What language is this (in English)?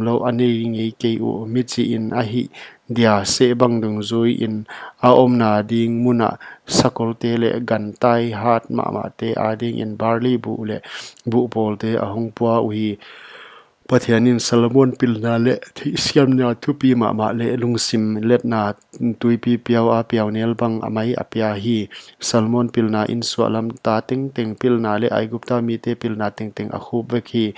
Paite Chin